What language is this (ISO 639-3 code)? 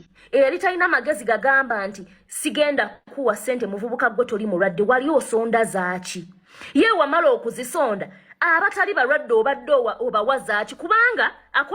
lug